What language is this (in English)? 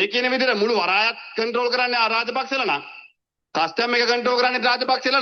Sinhala